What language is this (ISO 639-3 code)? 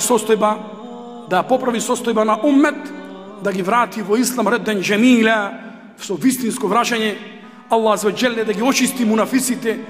mkd